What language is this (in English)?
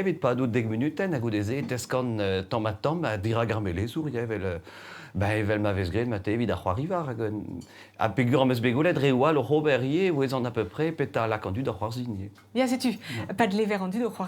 Breton